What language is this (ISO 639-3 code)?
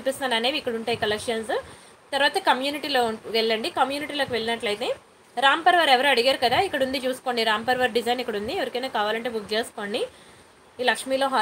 tel